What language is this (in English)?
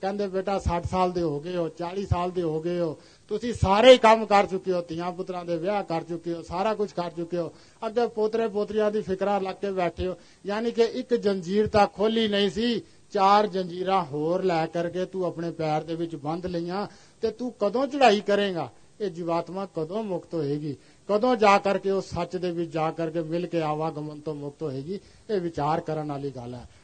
Punjabi